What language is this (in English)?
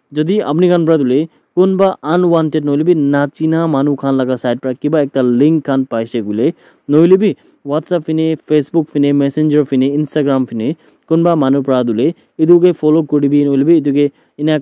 Naga Pidgin